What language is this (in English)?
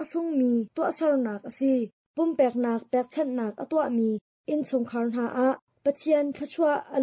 Hakha Chin